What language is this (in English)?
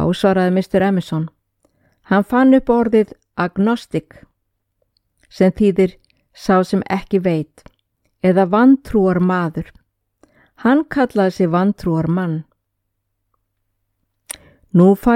Icelandic